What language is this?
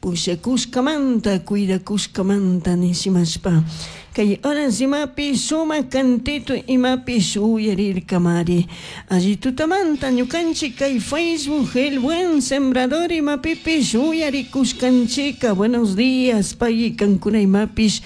Chimborazo Highland Quichua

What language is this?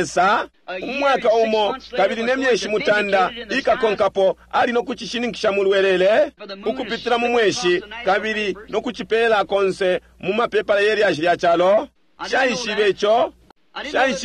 Bemba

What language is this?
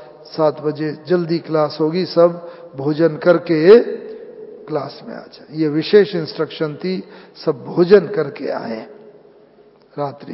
Hindi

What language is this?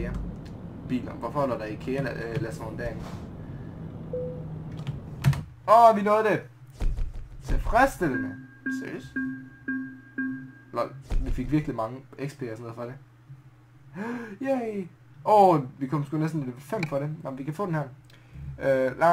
Danish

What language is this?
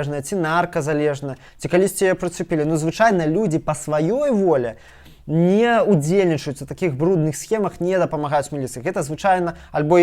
Belarusian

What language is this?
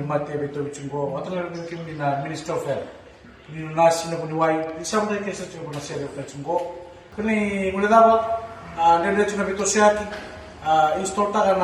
Fijian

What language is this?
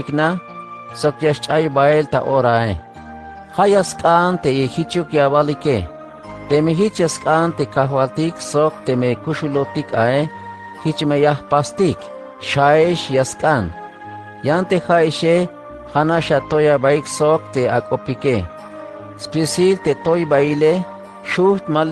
Tzeltal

